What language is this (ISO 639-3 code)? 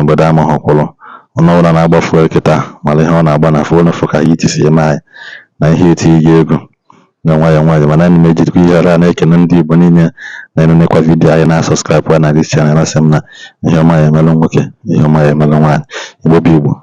ibo